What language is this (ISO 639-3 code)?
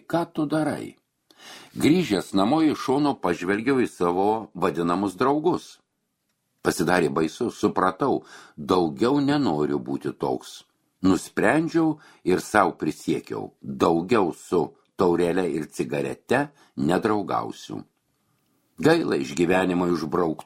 lit